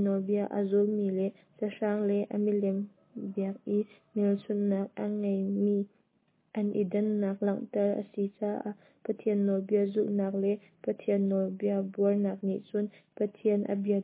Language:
Hakha Chin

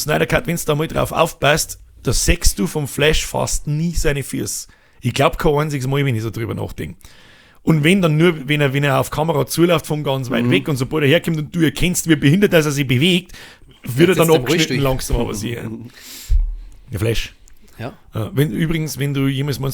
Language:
Bavarian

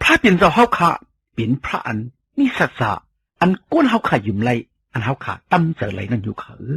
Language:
Shan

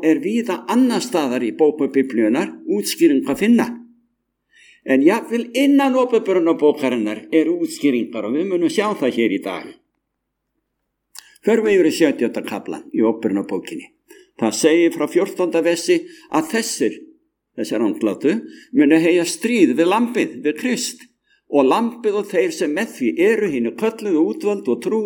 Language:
Icelandic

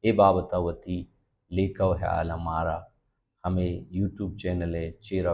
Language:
Baluchi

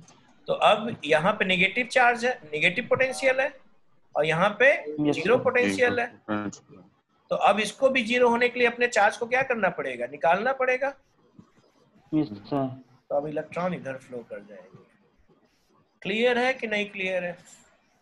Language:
Hindi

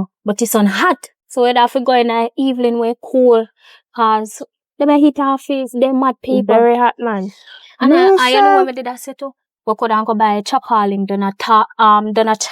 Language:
Jamaican Creole English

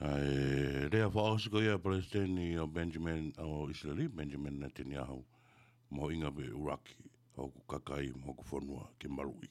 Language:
Tongan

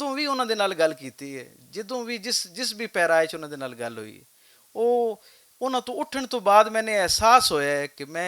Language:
Western Panjabi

